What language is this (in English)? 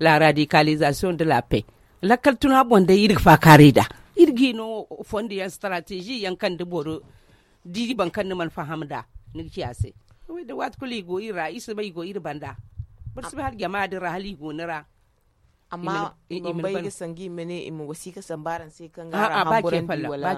Zarma